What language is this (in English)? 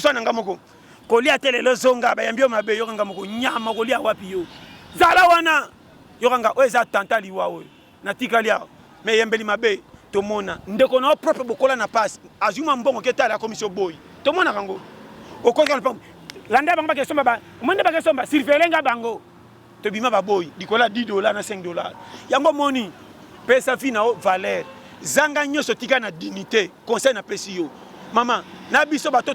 Lingala